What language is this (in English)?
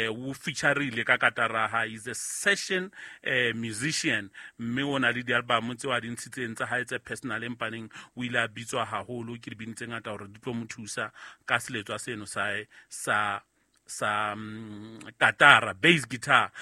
Southern Sotho